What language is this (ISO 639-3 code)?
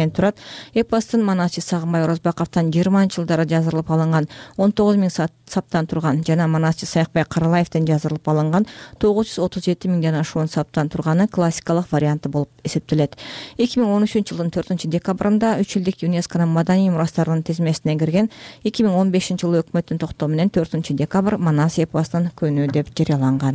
kir